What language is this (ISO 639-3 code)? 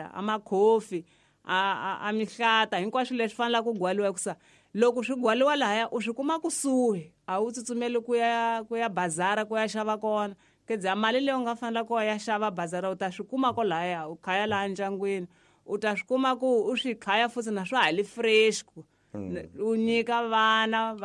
tso